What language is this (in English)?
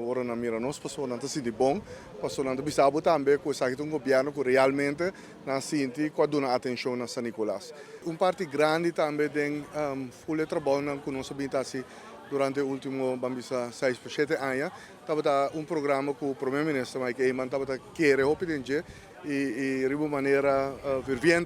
Papiamento